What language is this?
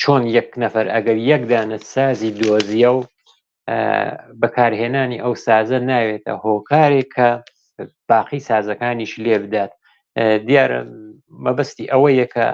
Central Kurdish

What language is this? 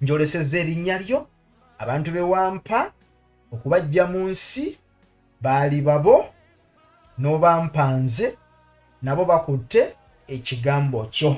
Ganda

